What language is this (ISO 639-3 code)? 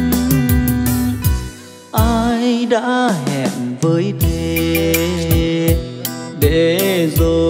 vie